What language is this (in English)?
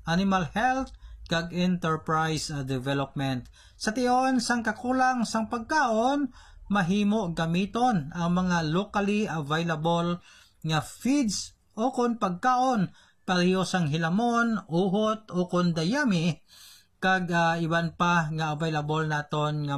Hiligaynon